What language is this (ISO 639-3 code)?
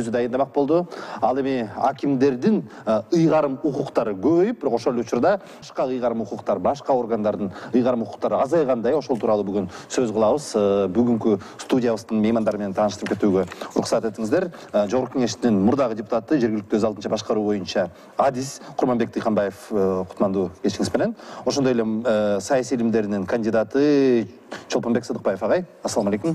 kir